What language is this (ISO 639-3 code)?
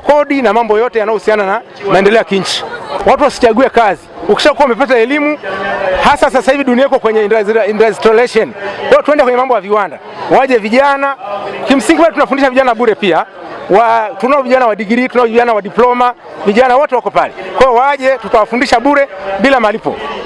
swa